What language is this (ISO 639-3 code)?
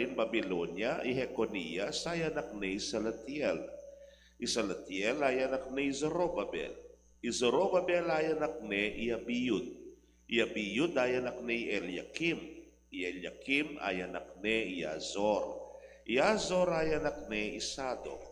pam